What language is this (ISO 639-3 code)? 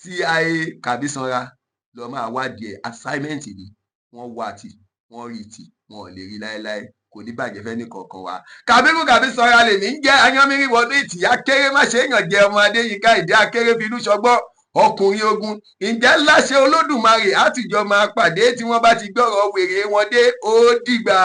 yor